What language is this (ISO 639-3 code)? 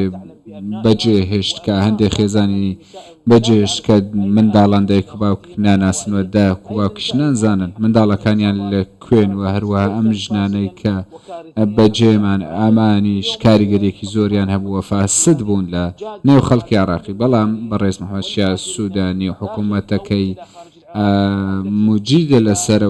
ckb